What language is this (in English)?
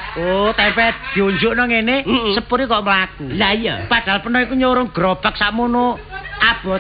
Javanese